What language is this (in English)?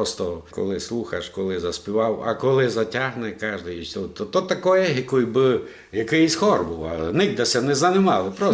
Rusyn